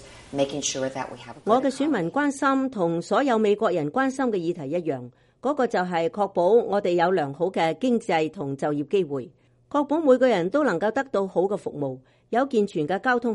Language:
Cantonese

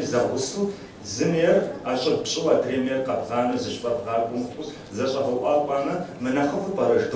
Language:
Kabardian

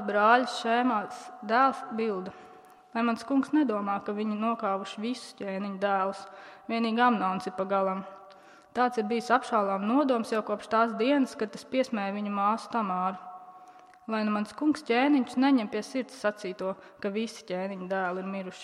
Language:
Latvian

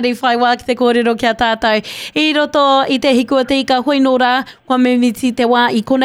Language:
Māori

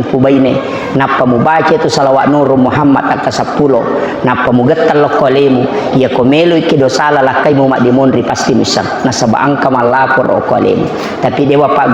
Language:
Buginese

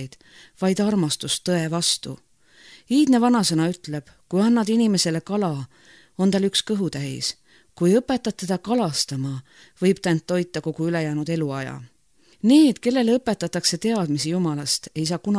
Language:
Estonian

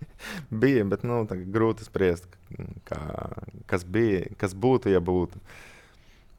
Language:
Latvian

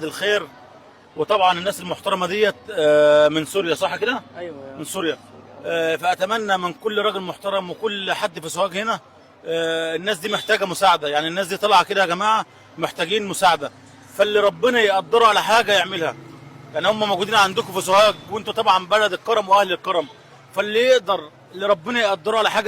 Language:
Egyptian Arabic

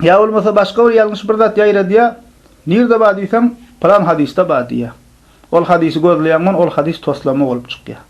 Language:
Turkmen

